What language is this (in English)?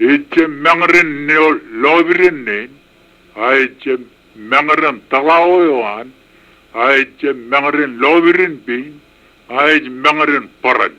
Marshallese